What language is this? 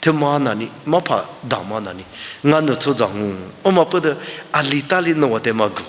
Lisu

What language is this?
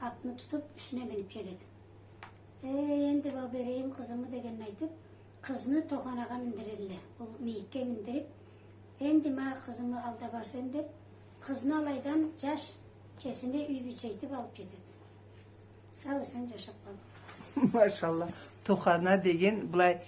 Karachay-Balkar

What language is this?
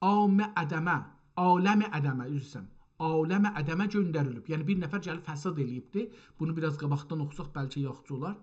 South Azerbaijani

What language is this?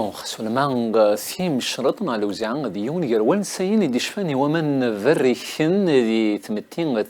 Kabyle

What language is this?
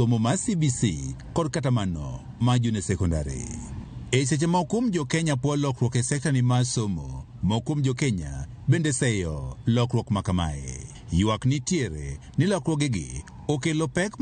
Luo (Kenya and Tanzania)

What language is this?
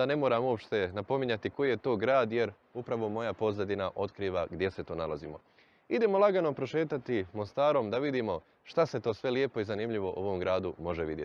Bosnian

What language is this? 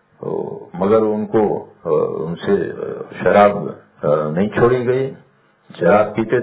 Urdu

